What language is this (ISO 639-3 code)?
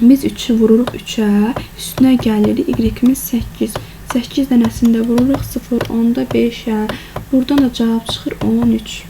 aze